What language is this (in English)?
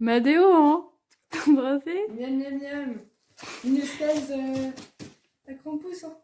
Breton